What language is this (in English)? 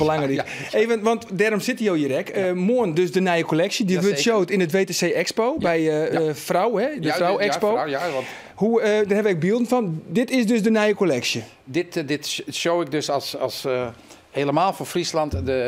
Western Frisian